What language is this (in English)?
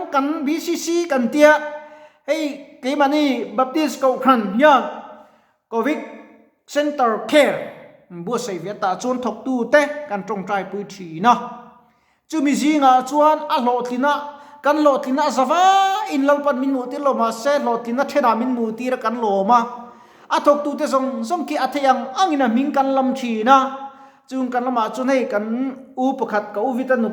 Mizo